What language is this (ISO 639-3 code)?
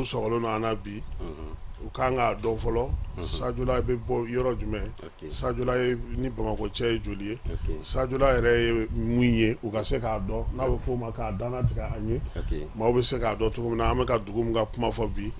bam